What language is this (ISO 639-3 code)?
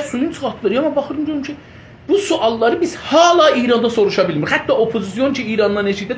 azb